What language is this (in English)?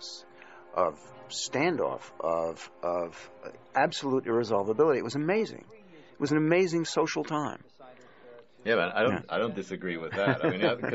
English